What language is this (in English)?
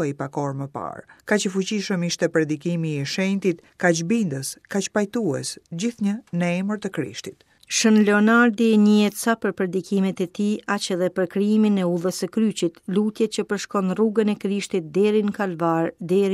Albanian